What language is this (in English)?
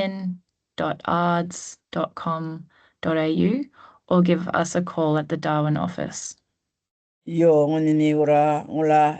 Gumatj